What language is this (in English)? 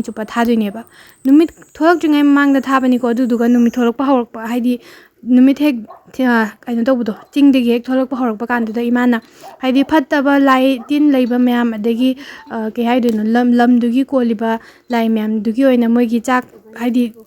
Manipuri